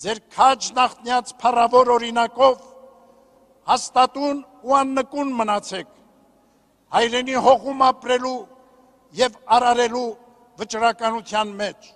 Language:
Armenian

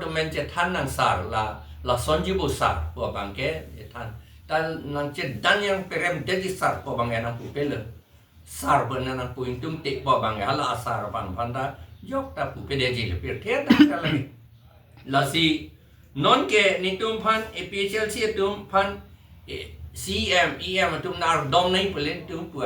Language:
Karbi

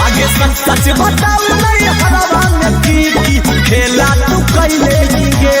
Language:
Magahi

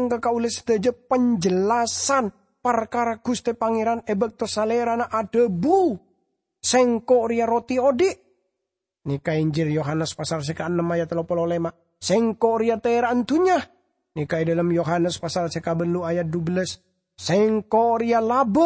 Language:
Madurese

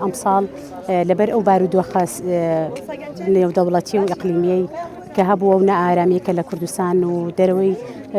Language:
Central Kurdish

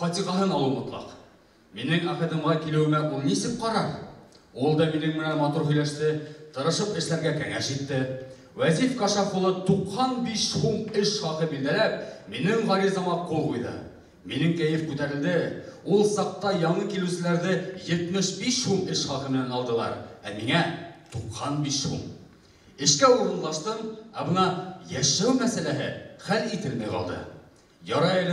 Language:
Bashkir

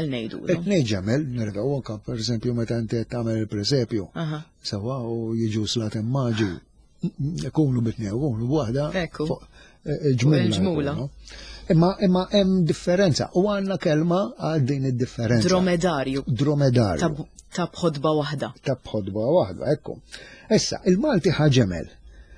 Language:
Maltese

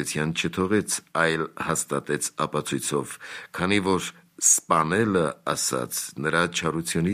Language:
Armenian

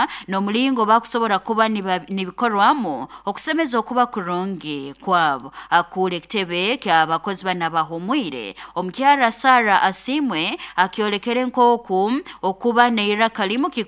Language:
Nyoro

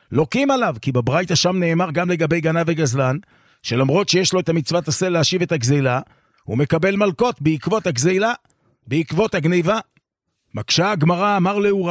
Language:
Hebrew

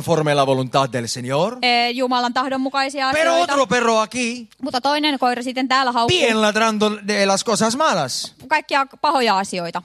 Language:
Finnish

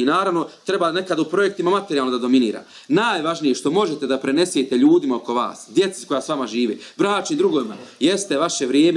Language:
Bosnian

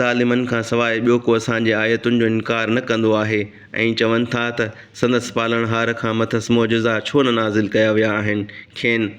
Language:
Sindhi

